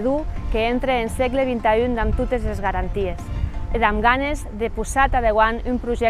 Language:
Occitan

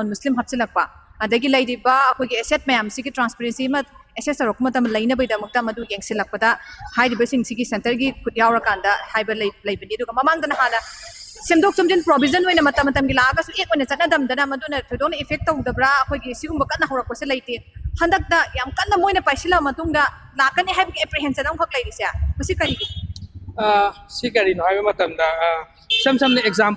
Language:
Manipuri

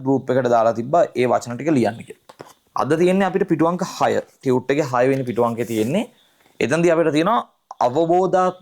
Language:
Sinhala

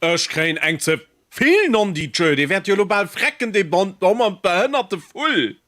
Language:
Luxembourgish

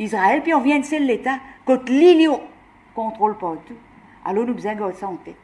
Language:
Morisyen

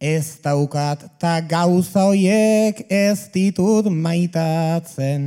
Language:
Basque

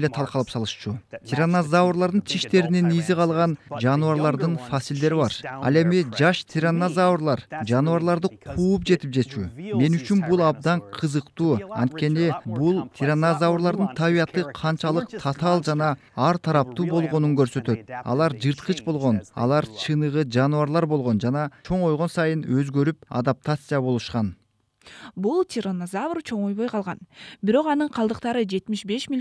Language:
Kyrgyz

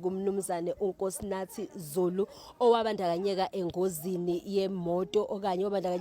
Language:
Zulu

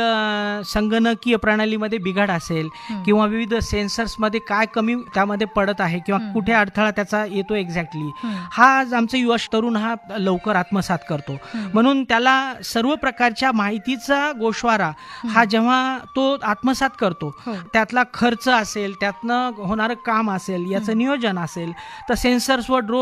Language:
Marathi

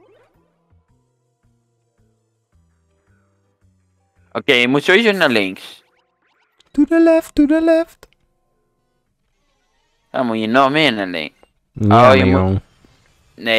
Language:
Dutch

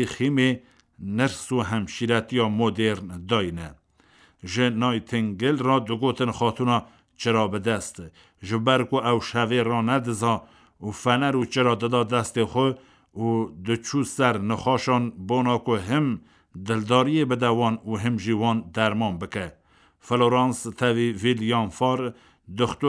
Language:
Kurdish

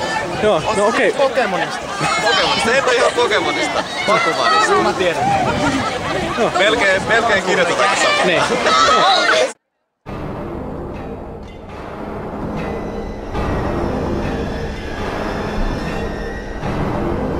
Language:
Finnish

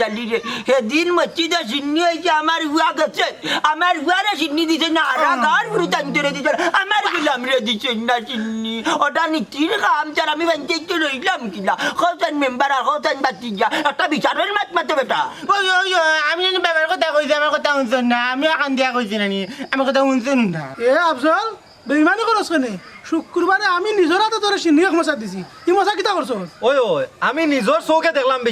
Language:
Sylheti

